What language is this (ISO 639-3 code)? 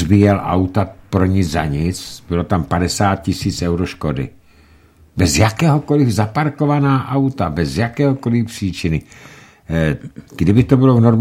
ces